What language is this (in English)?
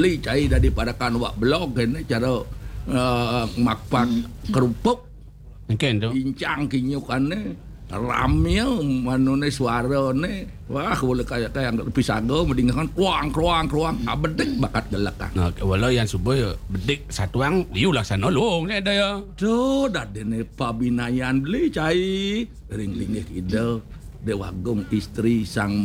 Balinese